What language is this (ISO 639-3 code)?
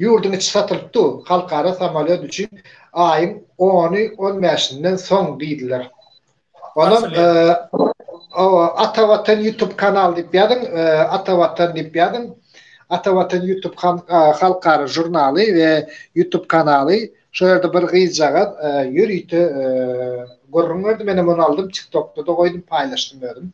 tuk